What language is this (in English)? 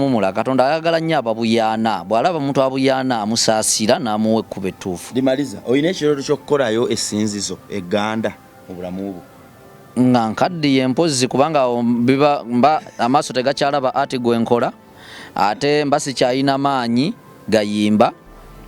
Ganda